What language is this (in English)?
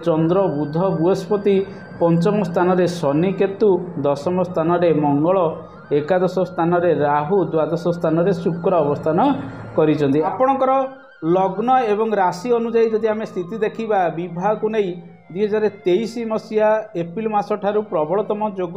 Odia